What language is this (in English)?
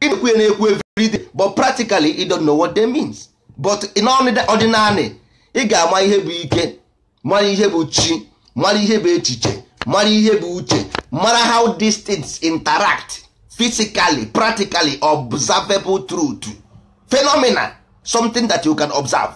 Igbo